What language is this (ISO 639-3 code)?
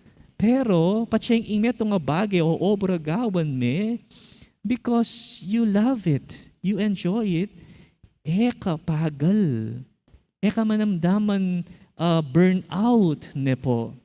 pam